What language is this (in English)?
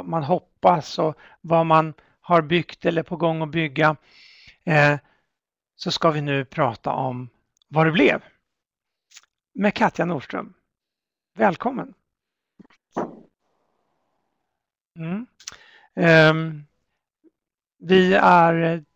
Swedish